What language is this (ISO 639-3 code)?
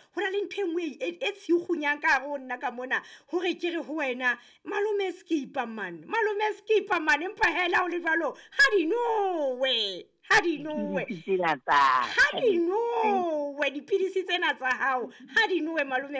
sot